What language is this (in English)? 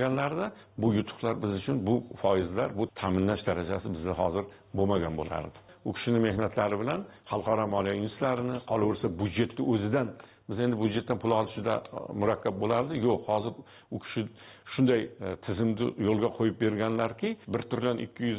Uzbek